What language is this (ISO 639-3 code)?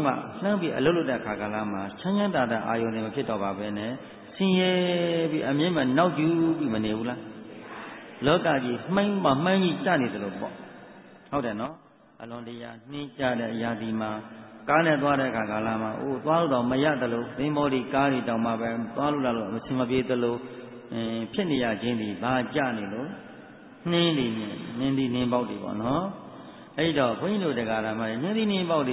mya